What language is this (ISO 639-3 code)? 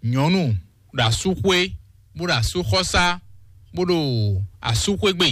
fon